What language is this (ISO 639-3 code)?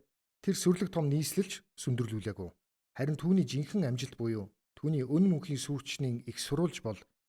mon